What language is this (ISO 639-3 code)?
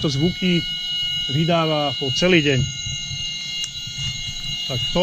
slk